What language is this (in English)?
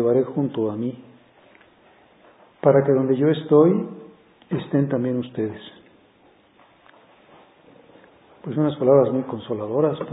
Spanish